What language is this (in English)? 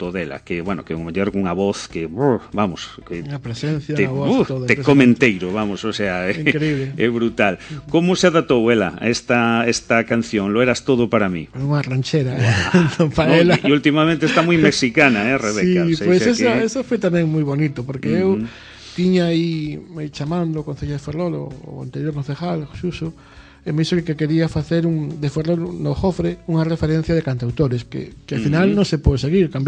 Galician